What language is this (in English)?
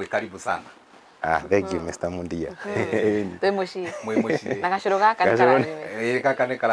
Kikuyu